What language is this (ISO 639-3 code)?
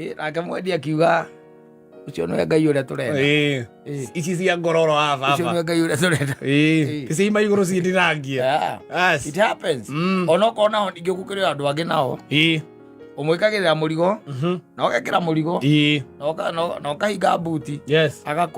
kik